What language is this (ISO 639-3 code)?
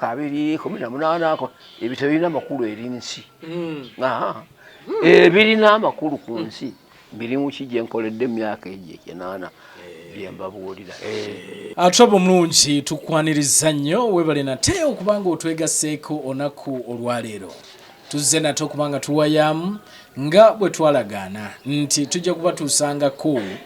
lug